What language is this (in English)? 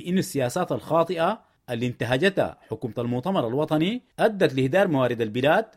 Sudanese Arabic